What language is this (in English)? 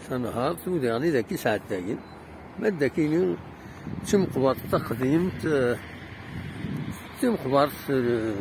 Kabyle